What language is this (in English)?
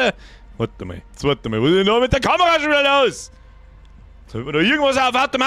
Bavarian